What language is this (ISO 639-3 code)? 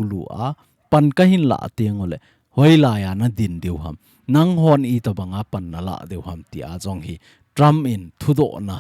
tcz